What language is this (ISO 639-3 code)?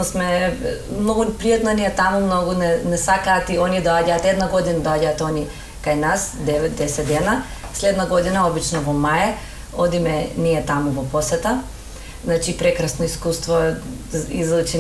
mkd